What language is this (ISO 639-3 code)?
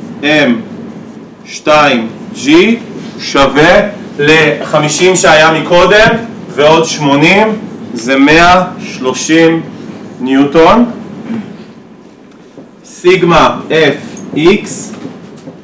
heb